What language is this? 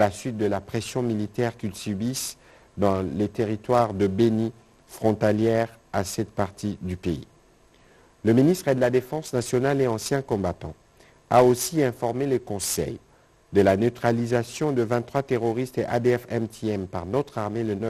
French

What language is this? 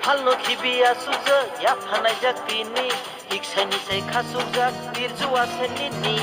Kok Borok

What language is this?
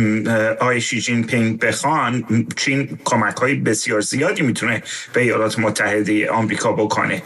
Persian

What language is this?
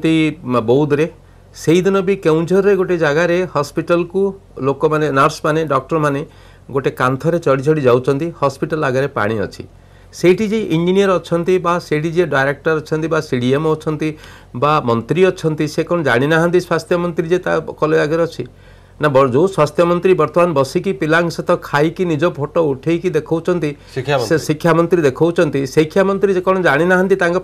Odia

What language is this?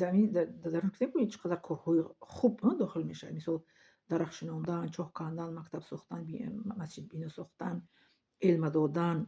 Tajik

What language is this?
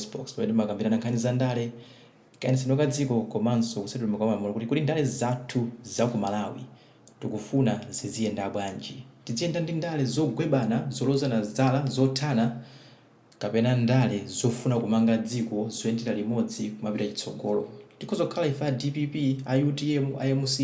Nyanja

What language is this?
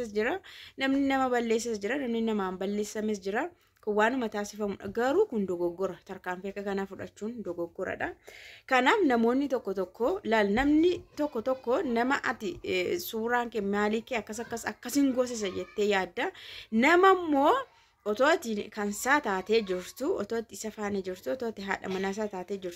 Oromo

